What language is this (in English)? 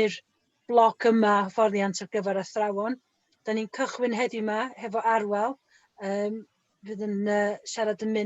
Welsh